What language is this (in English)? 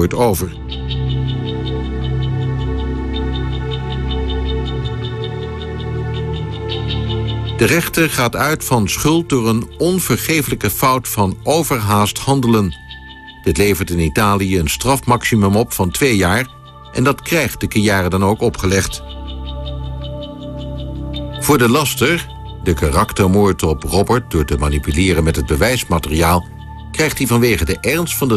Dutch